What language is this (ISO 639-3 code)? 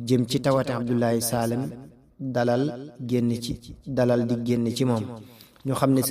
wol